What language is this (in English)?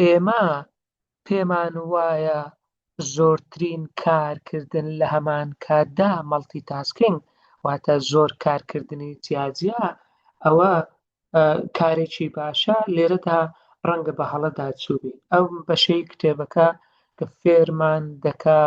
Central Kurdish